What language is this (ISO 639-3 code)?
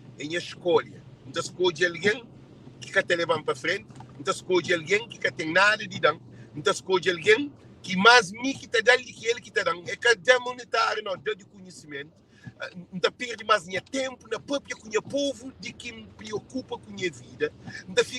kea